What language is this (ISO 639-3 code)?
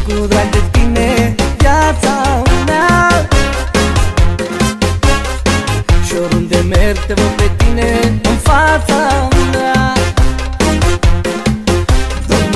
ron